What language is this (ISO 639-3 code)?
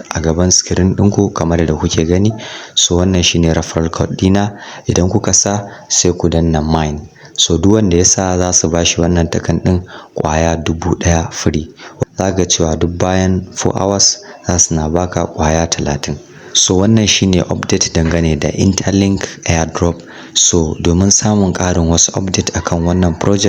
hau